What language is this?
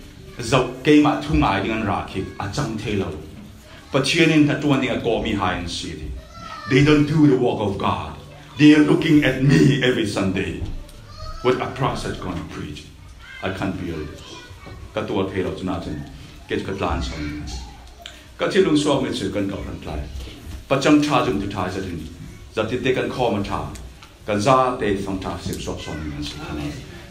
Falam Chin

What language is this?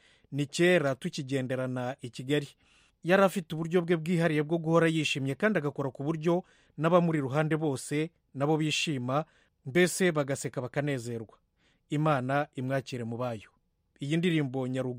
Kinyarwanda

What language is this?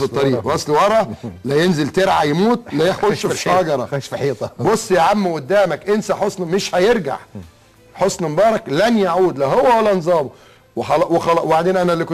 Egyptian Arabic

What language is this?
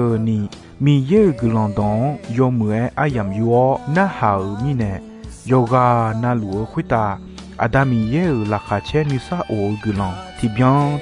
Akha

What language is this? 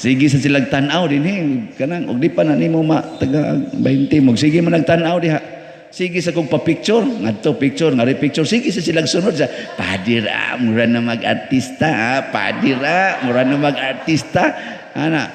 Cebuano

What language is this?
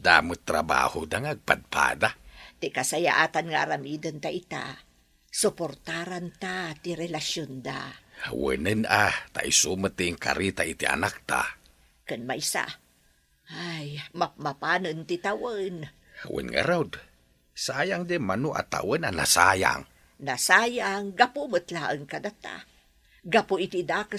Iloko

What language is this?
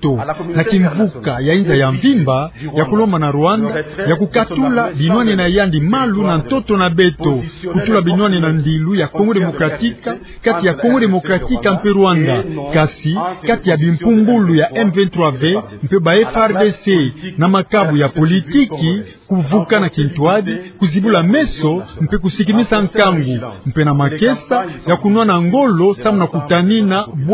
Kituba (Democratic Republic of Congo)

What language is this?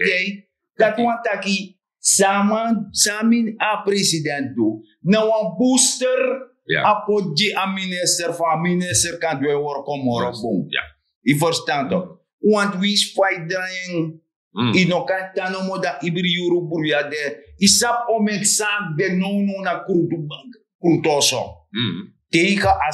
Sranan Tongo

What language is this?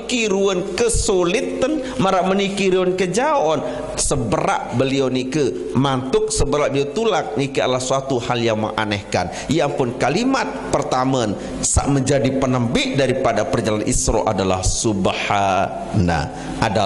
Sasak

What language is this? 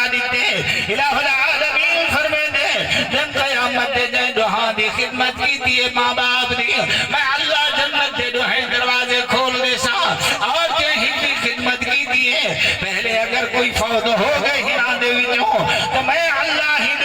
Saraiki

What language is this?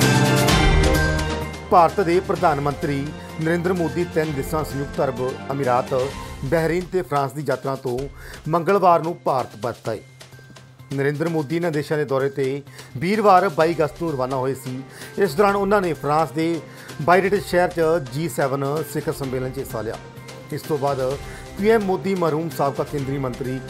Punjabi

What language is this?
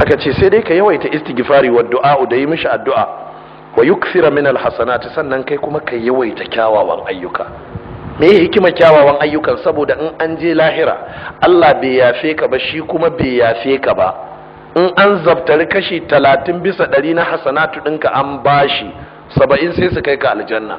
Hausa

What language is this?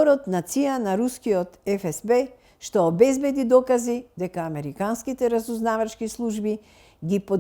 Macedonian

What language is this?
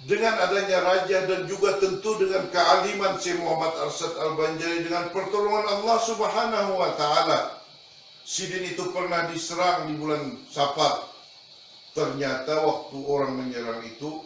Banjar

